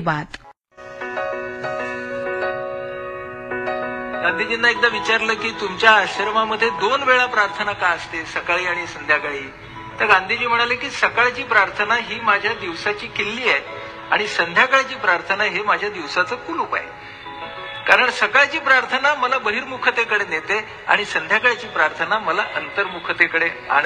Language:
Marathi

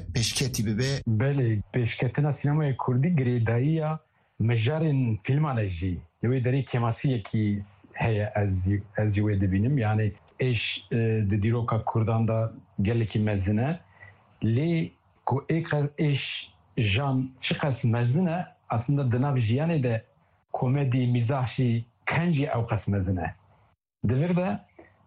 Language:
Kurdish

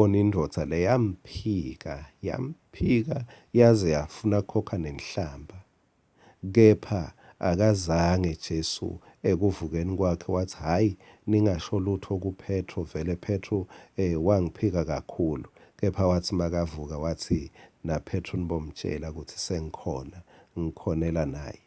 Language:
Swati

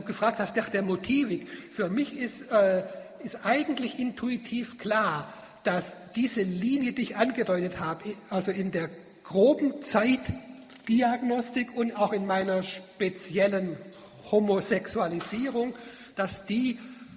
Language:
German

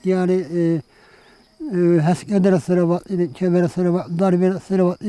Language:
Zaza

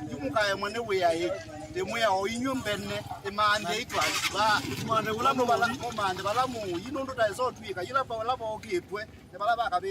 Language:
Kamba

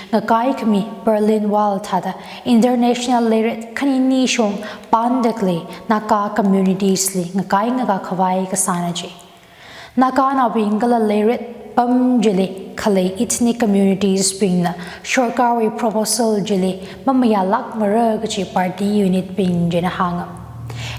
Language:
Tangkhul Naga (India)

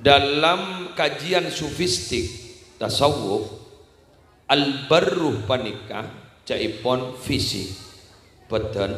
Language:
Madurese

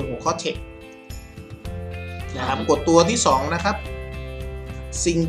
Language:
Thai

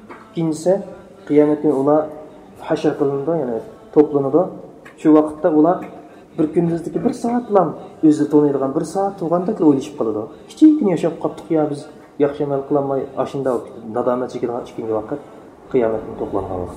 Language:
Uyghur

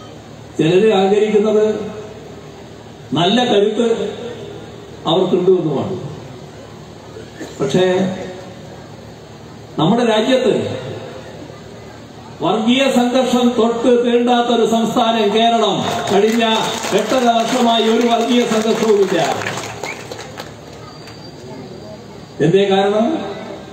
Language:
Malayalam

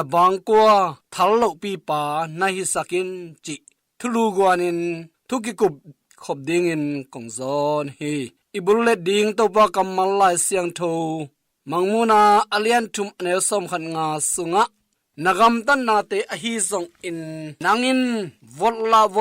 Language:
Tedim Chin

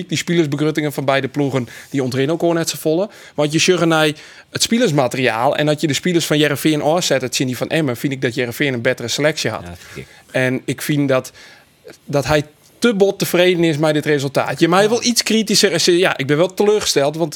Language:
Western Frisian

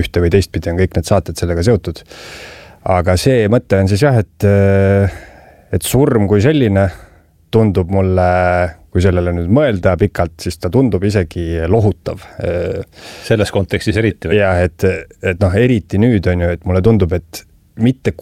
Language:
Estonian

